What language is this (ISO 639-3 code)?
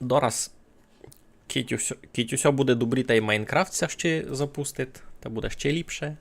rue